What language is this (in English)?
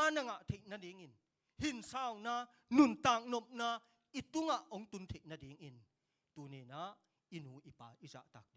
Tedim Chin